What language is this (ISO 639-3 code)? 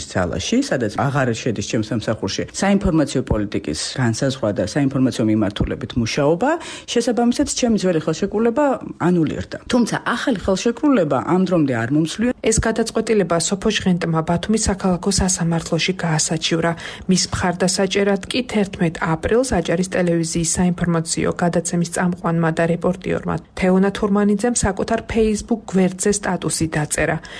kat